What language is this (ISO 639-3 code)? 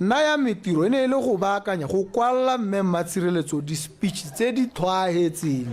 tsn